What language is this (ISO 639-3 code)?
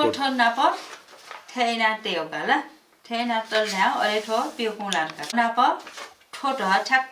new